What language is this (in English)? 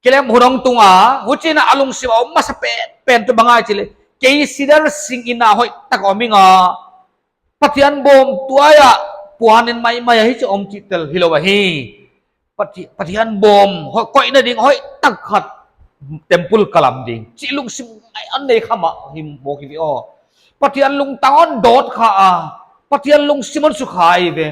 Paite Chin